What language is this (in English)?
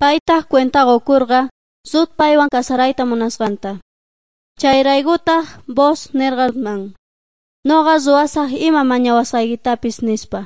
Quechua